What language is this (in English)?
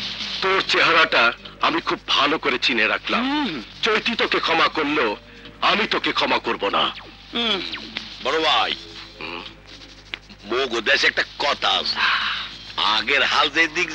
Bangla